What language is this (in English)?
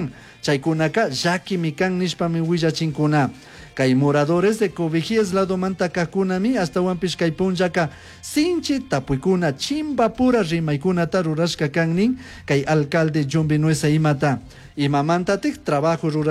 Chimborazo Highland Quichua